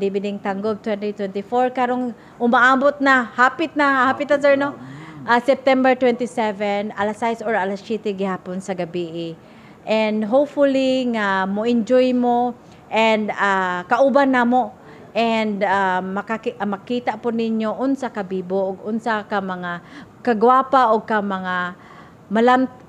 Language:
Cebuano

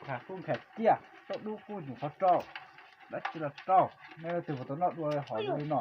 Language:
Hmong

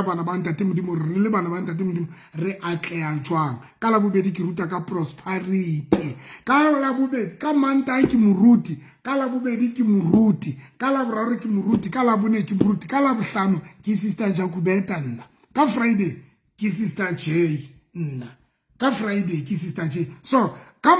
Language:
Southern Sotho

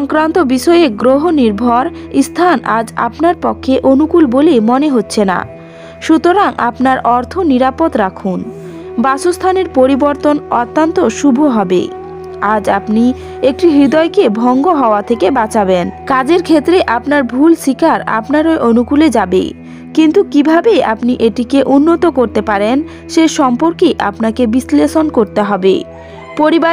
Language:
Bangla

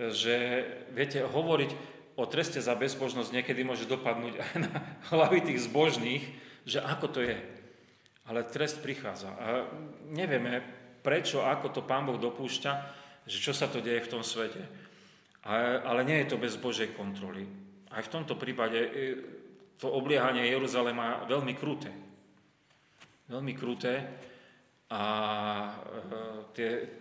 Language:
Slovak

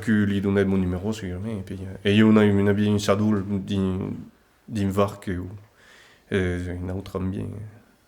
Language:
Occitan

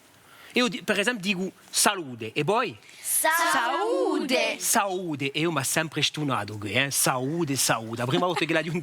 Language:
Corsican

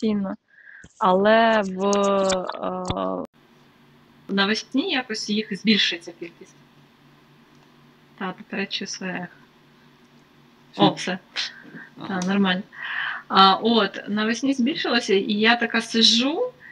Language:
Ukrainian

